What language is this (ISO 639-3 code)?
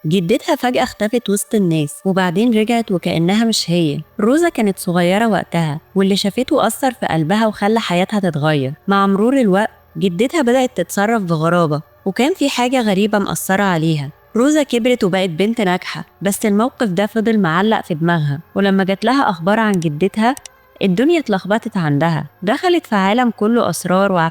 arz